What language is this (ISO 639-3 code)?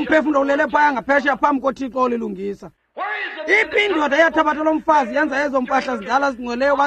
xho